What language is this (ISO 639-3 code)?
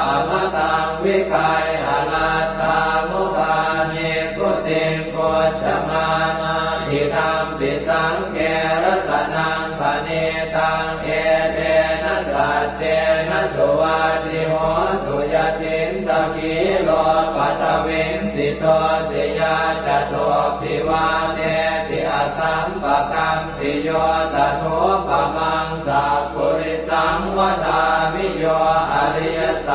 pli